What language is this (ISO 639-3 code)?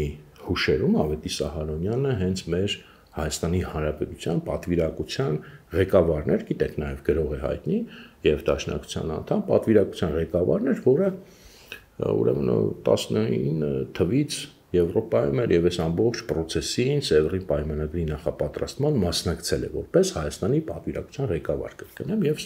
hye